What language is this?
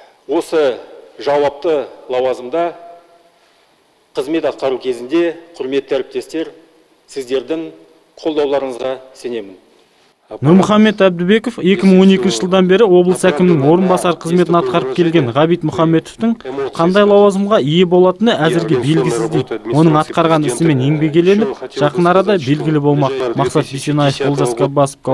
Kazakh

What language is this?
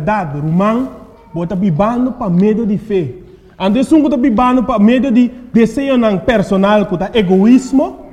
Papiamento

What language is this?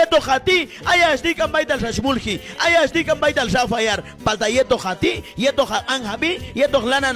Q'anjob'al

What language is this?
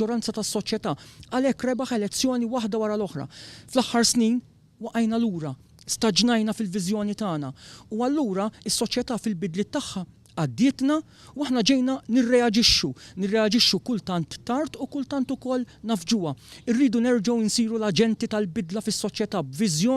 Maltese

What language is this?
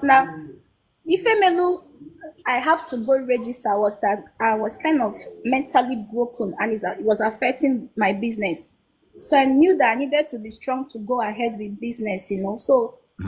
Igbo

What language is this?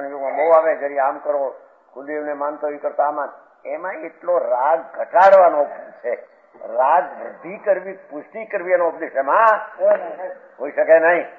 Gujarati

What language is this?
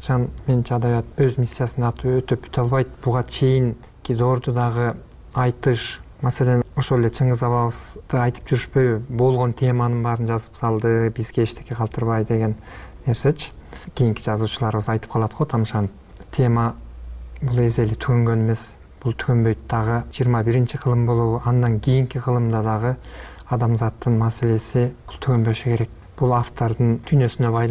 Kyrgyz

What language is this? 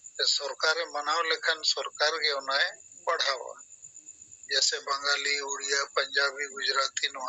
Santali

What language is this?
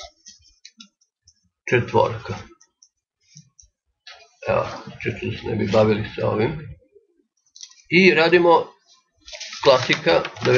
Serbian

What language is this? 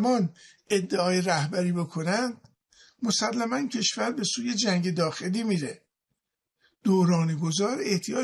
Persian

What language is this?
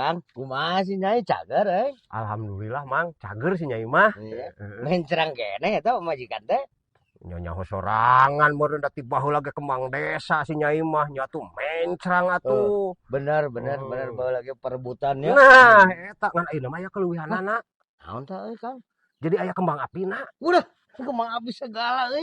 Sundanese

